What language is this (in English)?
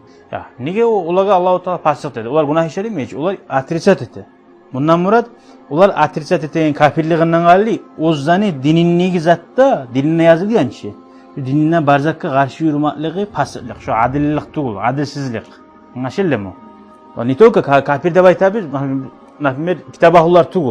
Kumyk